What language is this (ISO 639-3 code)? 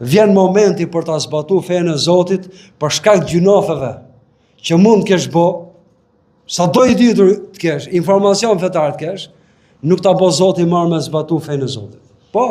sqi